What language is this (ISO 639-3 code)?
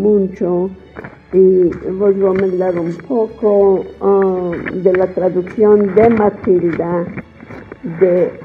lad